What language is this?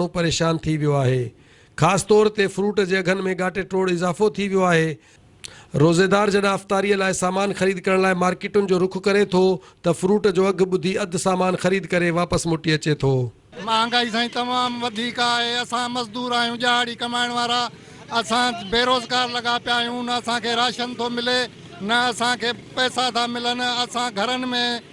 Sindhi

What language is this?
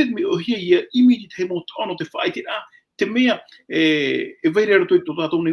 Tahitian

